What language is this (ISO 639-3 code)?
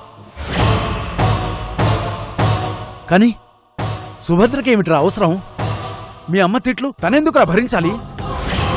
tel